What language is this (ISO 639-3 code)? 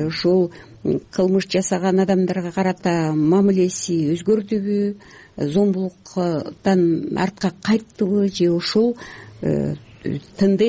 kir